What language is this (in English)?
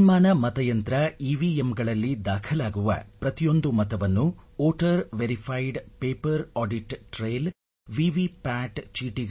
Kannada